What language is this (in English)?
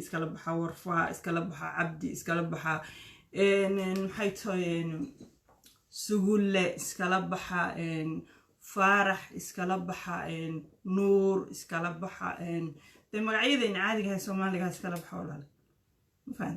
Somali